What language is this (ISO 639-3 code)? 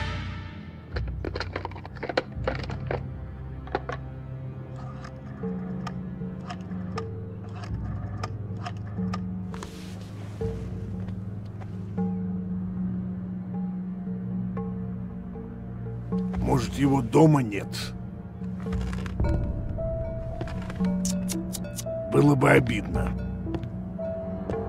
rus